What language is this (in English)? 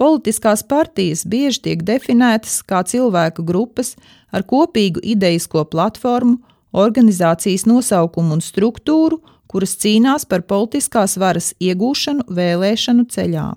Latvian